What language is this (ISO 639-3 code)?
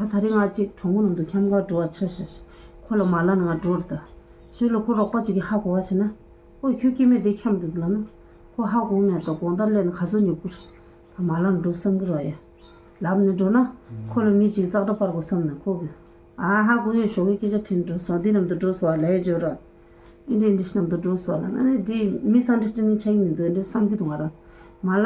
bod